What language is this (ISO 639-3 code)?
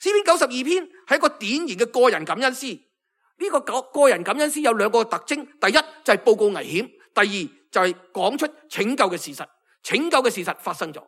yue